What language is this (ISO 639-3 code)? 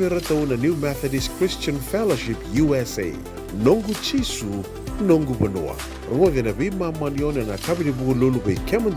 fij